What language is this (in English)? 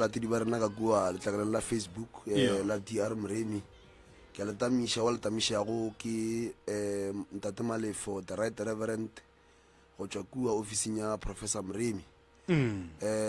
Northern Sotho